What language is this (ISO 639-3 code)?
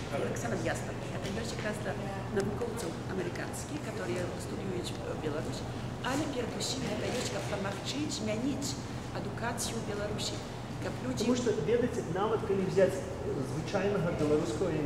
bel